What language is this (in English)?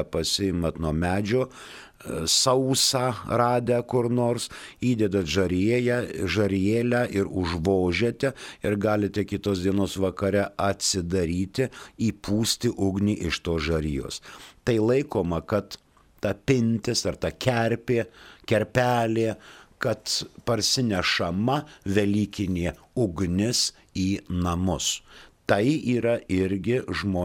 Lithuanian